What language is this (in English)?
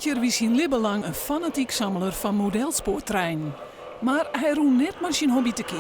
Western Frisian